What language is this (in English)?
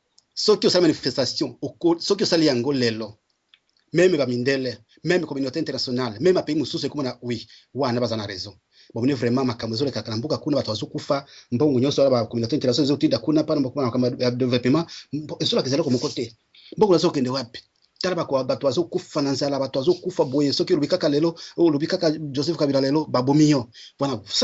Lingala